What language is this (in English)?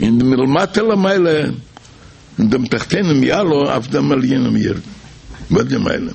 Yiddish